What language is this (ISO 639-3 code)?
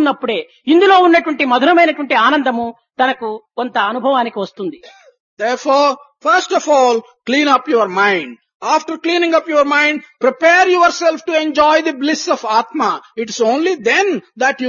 tel